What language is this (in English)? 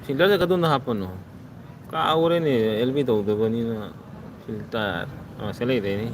Manipuri